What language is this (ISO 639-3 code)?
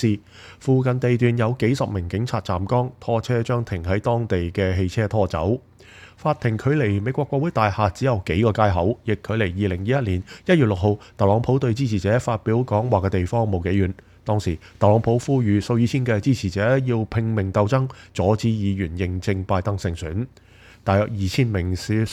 yue